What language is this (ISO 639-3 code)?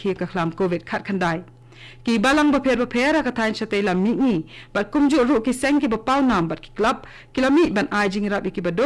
kha